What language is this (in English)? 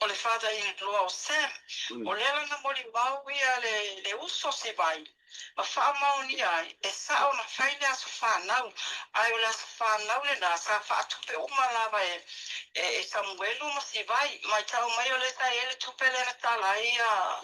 Samoan